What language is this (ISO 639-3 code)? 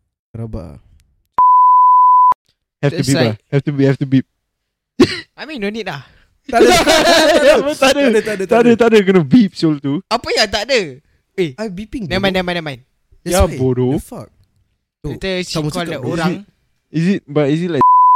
msa